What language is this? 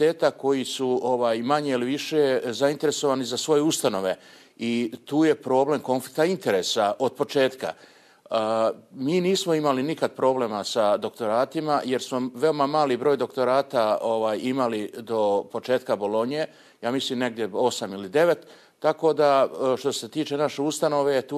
Serbian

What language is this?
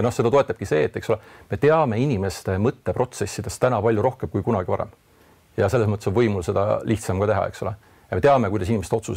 Estonian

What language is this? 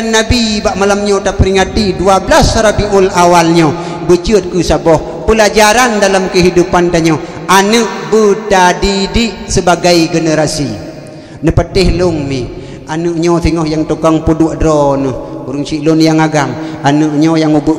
Achinese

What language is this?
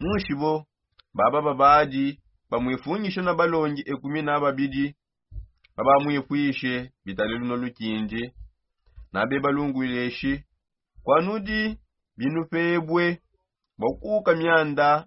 Songe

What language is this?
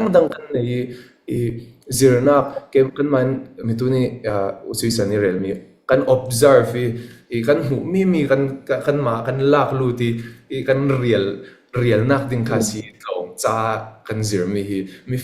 Falam Chin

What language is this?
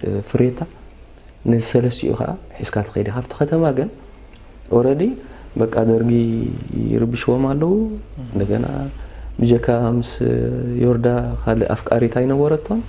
Tigrinya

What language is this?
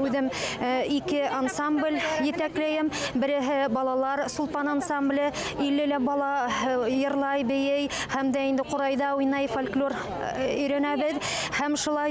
Bashkir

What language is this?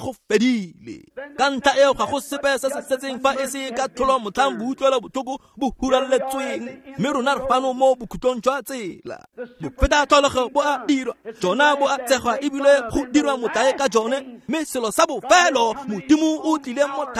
Tswana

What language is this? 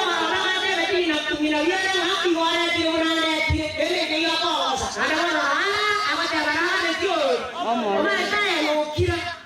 Gusii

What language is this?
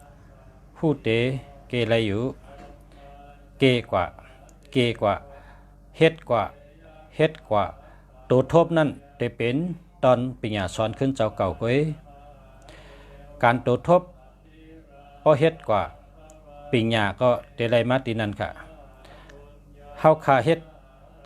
Shan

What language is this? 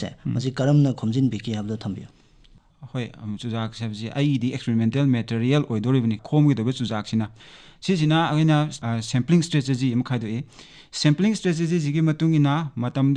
Manipuri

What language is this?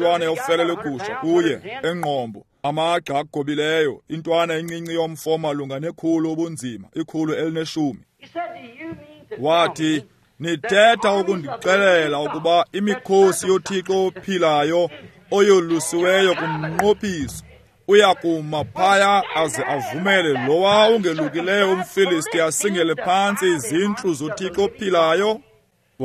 Xhosa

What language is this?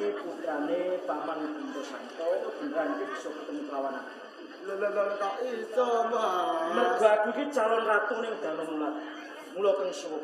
Javanese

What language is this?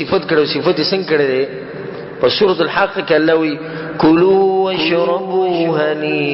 Pashto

